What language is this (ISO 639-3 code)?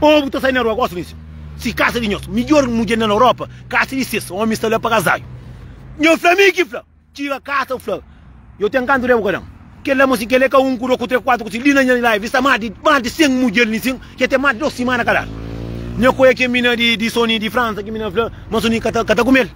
kea